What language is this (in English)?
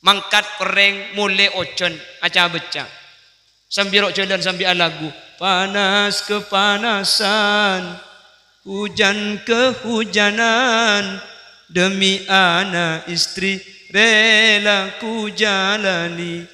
Madurese